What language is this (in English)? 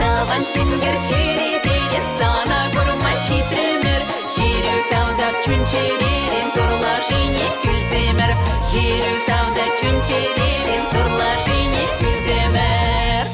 Chuvash